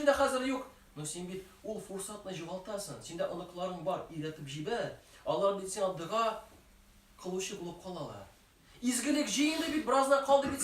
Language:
Tatar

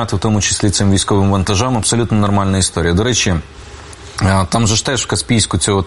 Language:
Ukrainian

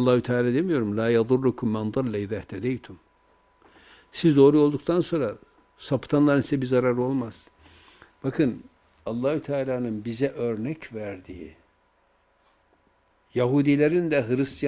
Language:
Turkish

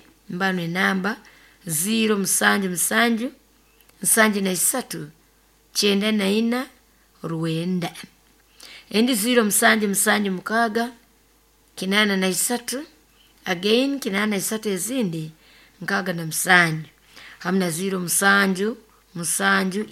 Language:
Nyoro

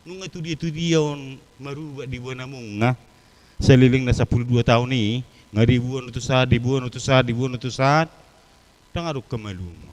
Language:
Batak Toba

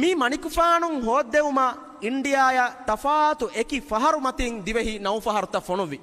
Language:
Divehi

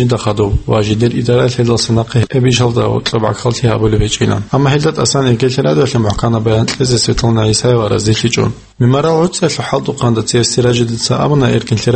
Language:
Avaric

